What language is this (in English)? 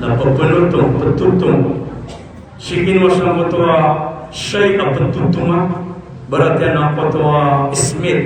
Maranao